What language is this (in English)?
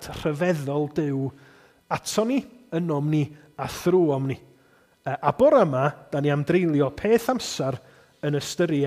Welsh